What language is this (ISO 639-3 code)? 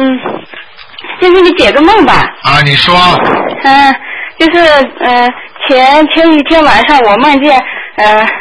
zho